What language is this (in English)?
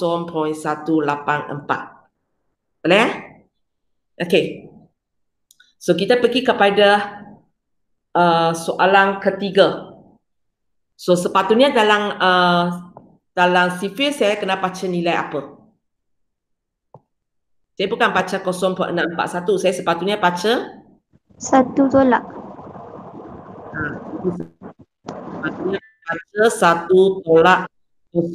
Malay